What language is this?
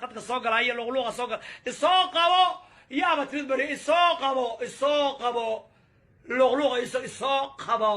Somali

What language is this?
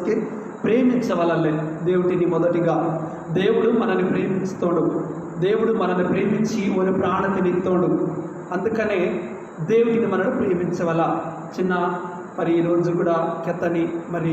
Koya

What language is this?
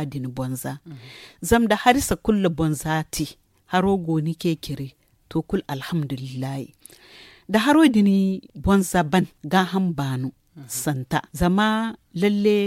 Zarma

